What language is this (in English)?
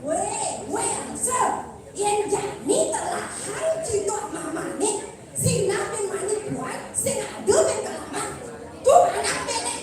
Balinese